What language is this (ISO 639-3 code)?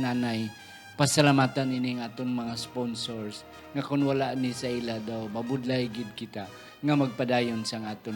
hil